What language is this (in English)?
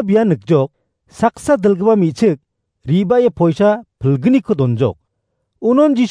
Garo